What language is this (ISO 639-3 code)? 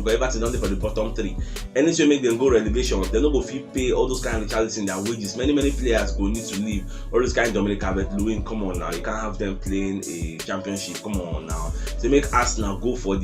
pcm